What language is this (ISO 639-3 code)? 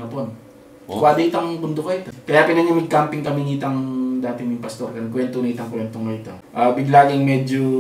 pam